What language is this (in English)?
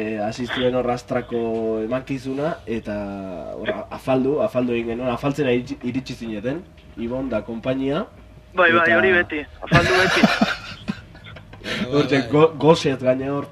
Basque